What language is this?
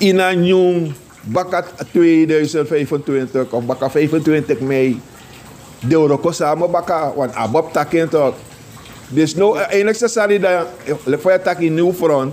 Sranan Tongo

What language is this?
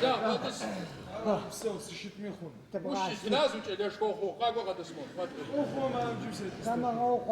Adyghe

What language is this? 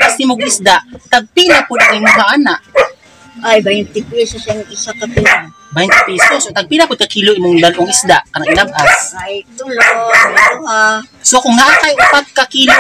Cebuano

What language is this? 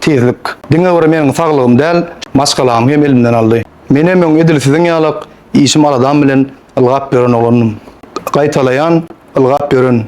Turkmen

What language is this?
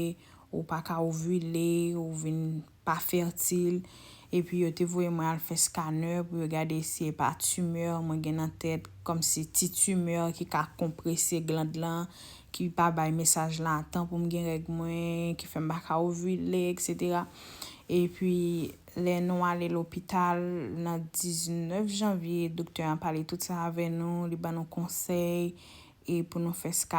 Haitian Creole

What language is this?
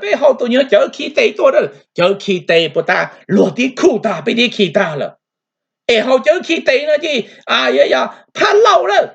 Hmong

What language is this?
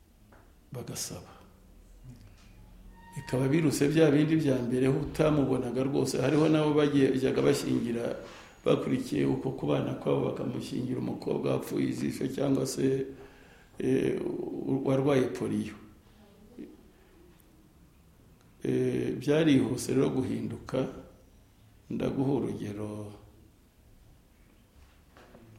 Kinyarwanda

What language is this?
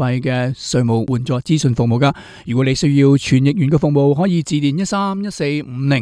Cantonese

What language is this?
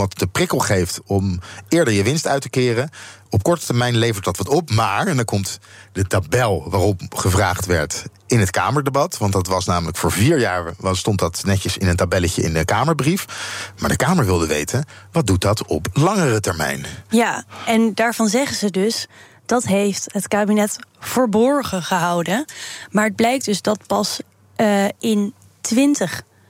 Dutch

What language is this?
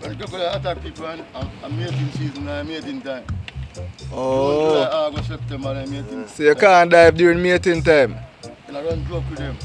Jamaican Creole English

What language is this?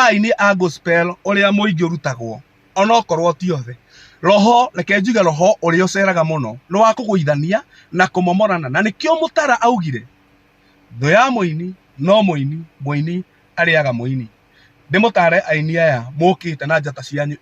Kikuyu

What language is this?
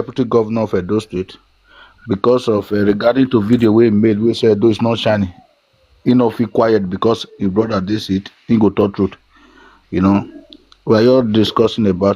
Nigerian Pidgin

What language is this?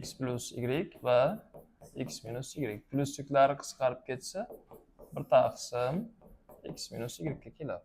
Uzbek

